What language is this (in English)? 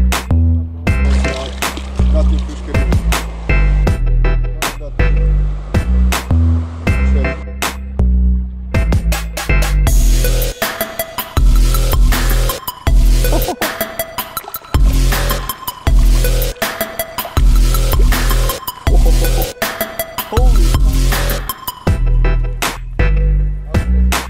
Croatian